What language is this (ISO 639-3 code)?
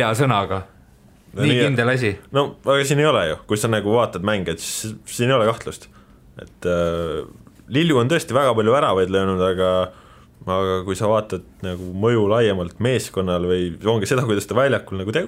est